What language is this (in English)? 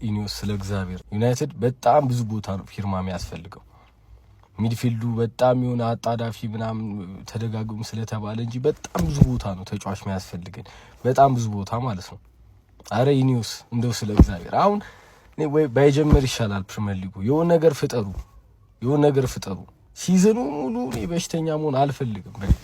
Amharic